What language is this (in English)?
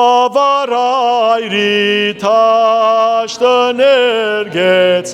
Western Armenian